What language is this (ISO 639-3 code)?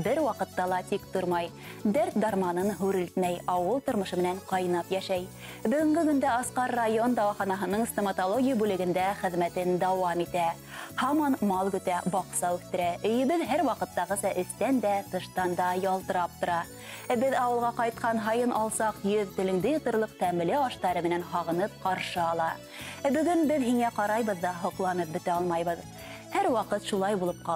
bak